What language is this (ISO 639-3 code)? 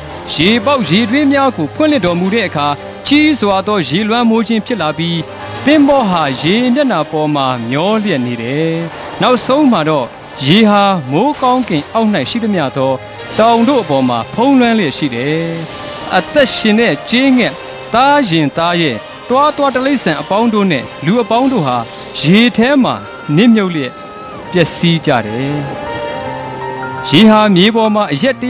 mya